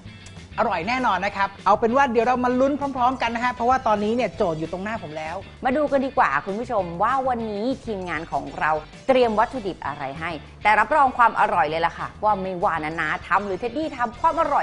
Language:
Thai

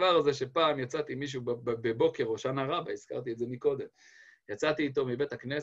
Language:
Hebrew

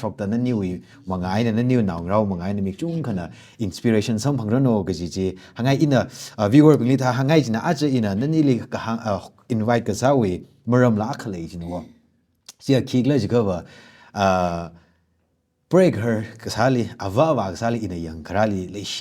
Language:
Tangkhul Naga (India)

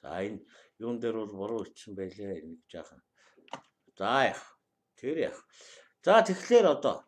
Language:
Mongolian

